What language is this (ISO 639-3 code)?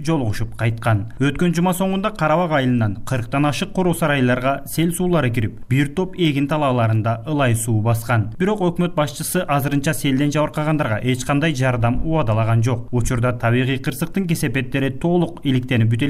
kir